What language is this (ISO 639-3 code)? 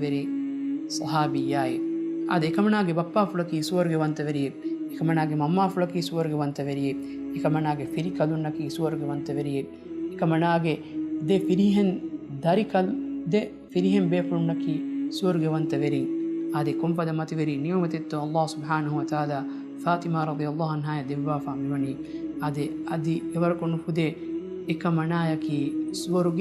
div